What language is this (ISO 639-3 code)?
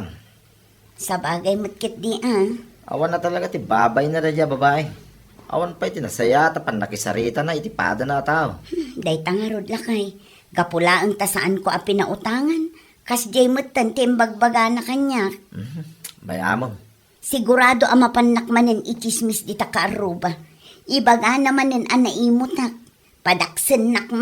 ilo